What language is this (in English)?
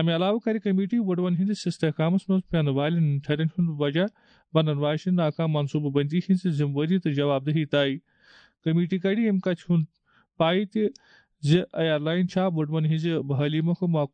Kashmiri